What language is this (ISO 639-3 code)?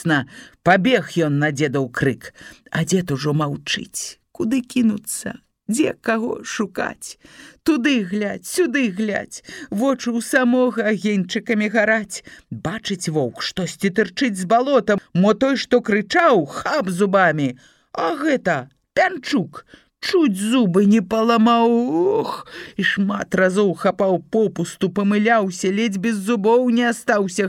bel